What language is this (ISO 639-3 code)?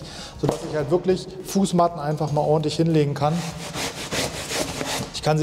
deu